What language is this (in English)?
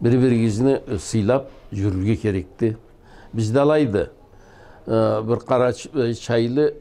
Karachay-Balkar